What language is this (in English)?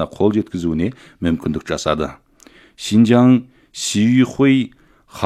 Kazakh